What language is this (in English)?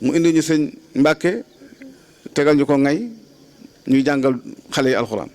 Wolof